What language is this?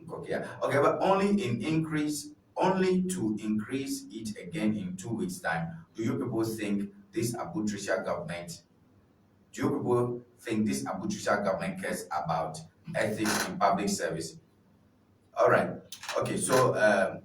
Ewe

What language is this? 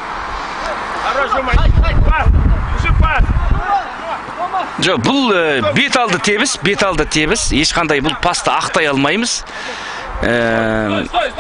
Kazakh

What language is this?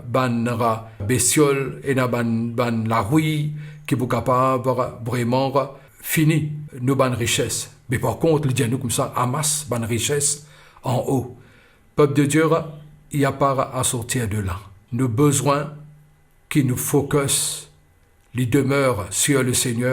Morisyen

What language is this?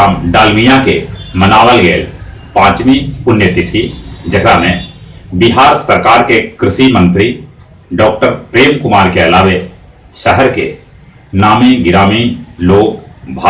Magahi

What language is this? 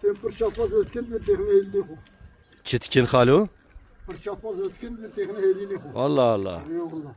Kurdish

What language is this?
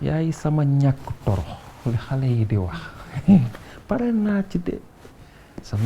Wolof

